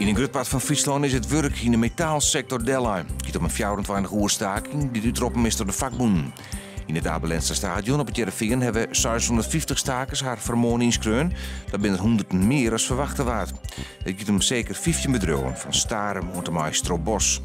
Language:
Western Frisian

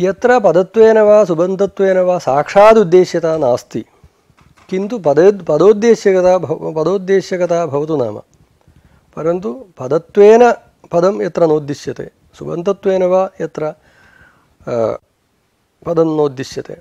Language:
Sanskrit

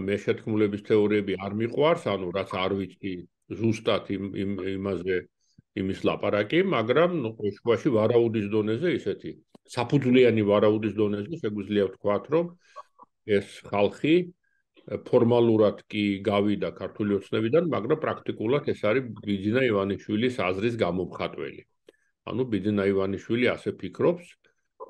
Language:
Georgian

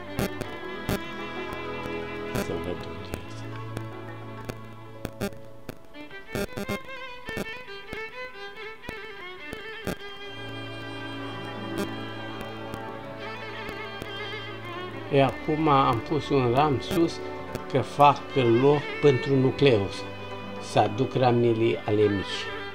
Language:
Romanian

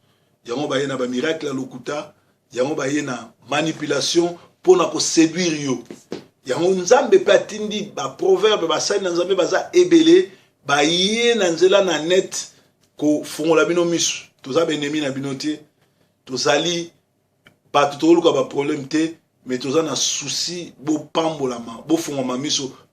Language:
Lingala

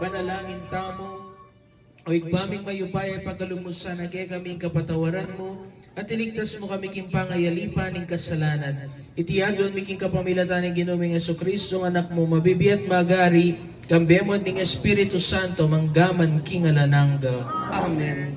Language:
Pampanga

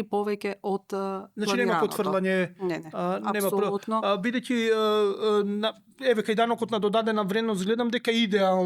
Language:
Macedonian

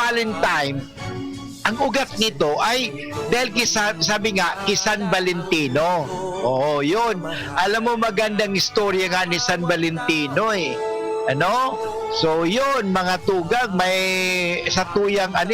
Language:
Bikol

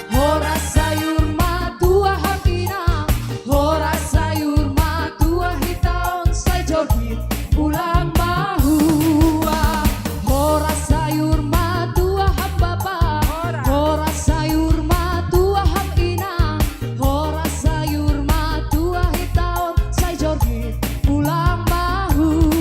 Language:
Batak Simalungun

